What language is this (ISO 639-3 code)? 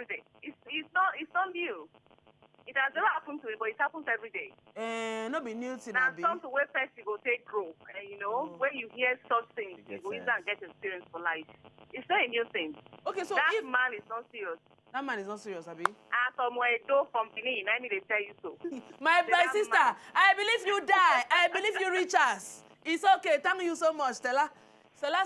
pcm